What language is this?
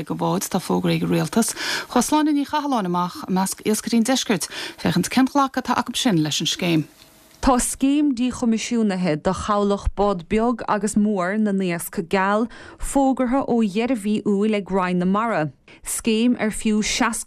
Irish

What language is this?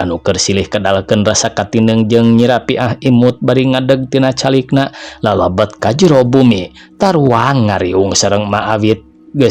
Sundanese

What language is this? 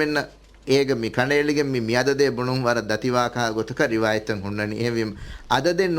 Divehi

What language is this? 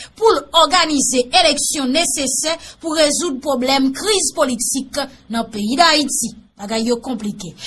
Haitian Creole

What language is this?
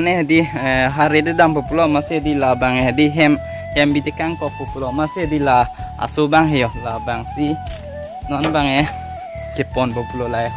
Karbi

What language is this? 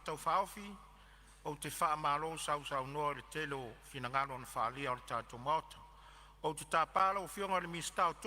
Samoan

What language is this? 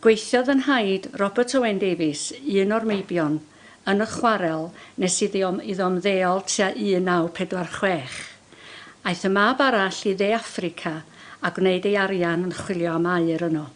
Welsh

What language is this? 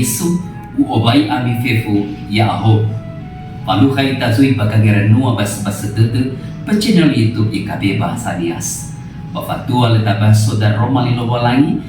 Nias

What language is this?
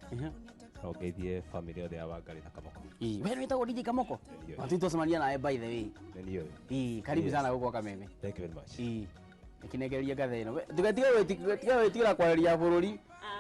Kikuyu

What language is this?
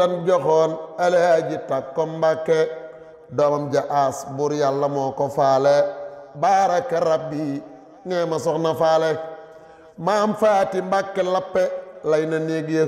Wolof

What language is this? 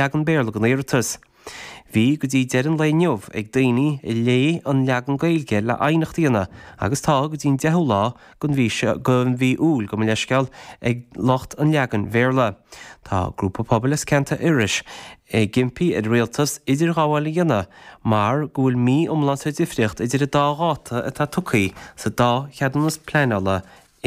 Irish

